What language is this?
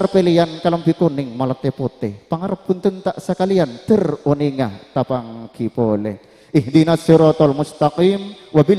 Madurese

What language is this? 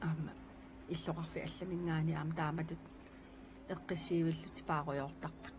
Kalaallisut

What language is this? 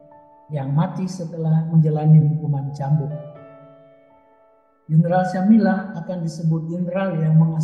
Indonesian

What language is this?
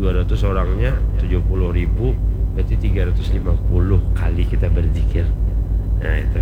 Banjar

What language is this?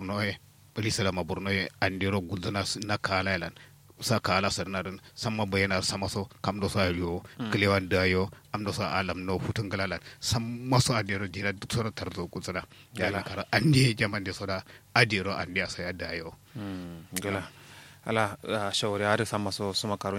Kanuri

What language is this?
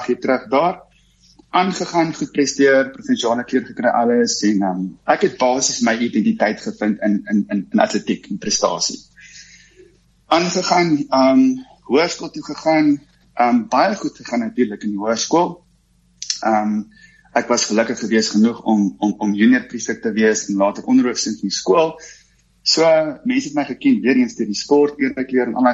Afrikaans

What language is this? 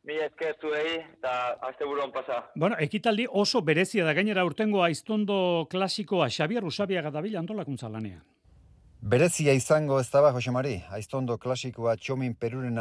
Basque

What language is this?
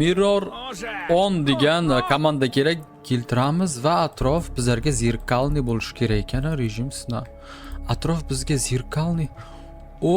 Uzbek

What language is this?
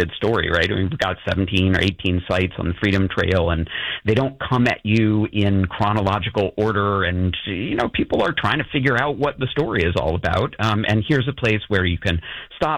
English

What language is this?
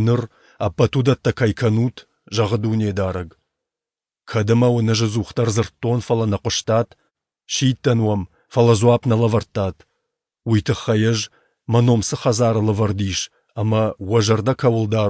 Ossetic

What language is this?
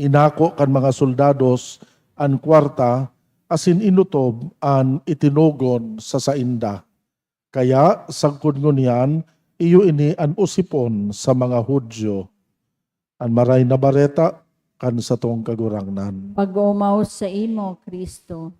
Bikol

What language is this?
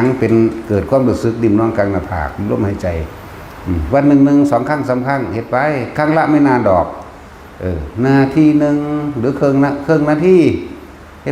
Northeastern Thai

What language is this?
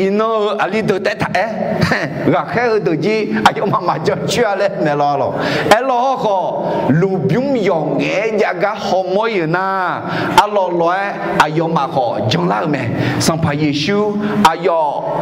Akha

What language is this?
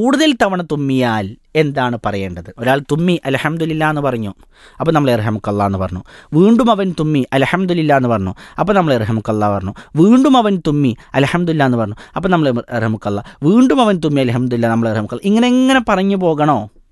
Malayalam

